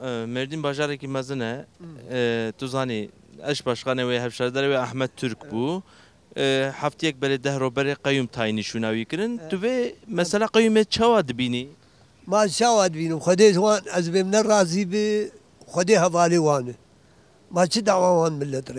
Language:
Kurdish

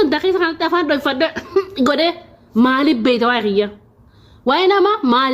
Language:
Oromo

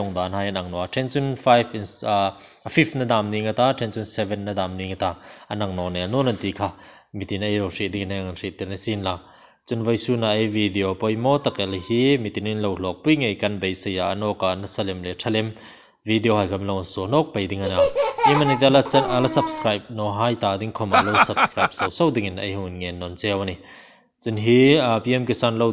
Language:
Hmar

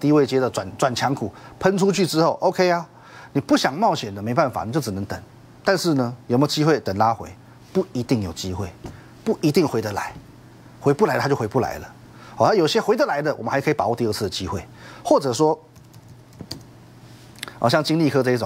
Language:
Chinese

